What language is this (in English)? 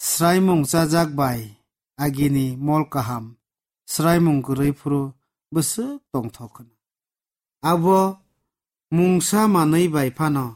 Kok Borok